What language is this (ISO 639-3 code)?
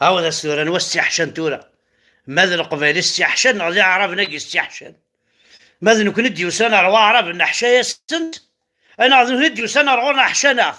kab